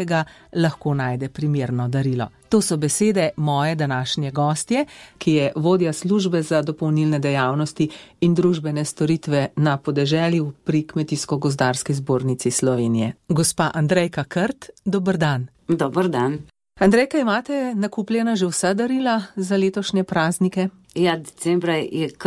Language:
Slovenian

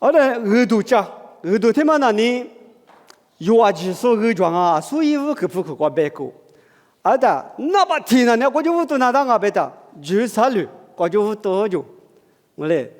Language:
Lisu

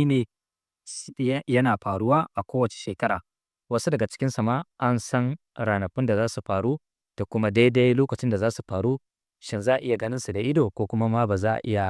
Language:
Hausa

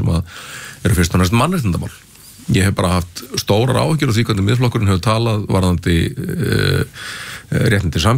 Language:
Icelandic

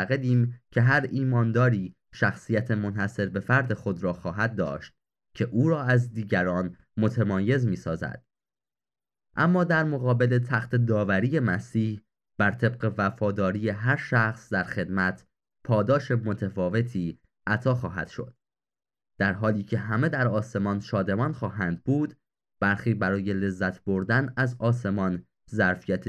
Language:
Persian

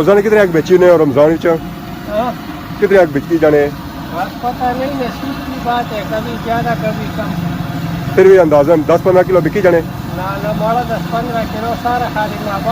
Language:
Pahari-Potwari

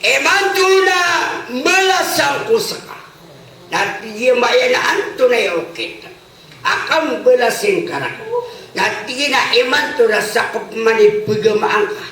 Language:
Maranao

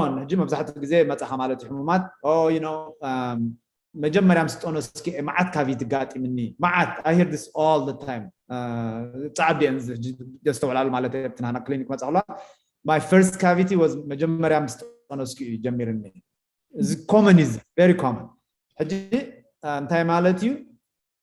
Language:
Tigrinya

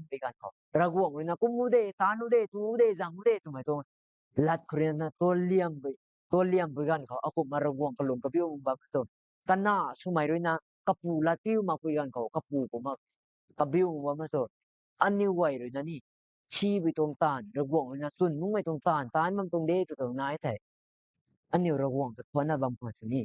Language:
Rongmei Naga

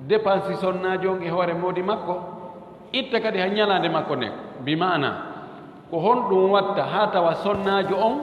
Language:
Fula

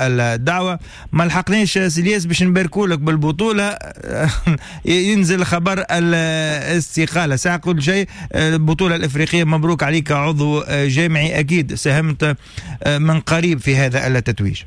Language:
Tunisian Arabic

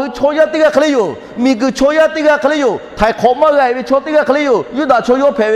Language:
Lahu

